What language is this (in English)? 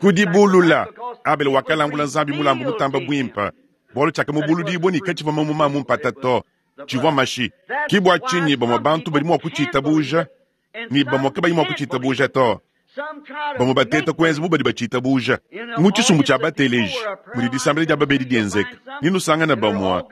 Luba-Lulua